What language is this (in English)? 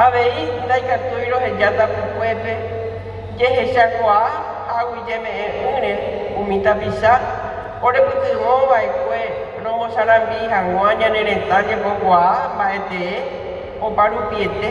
Guarani